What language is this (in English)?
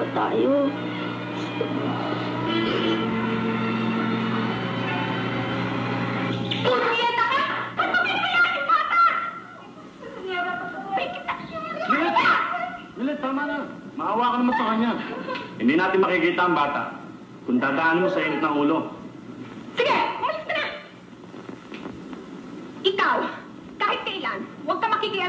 Filipino